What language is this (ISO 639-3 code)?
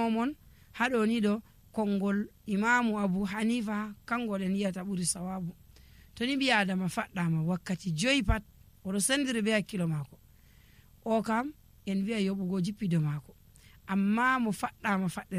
fuv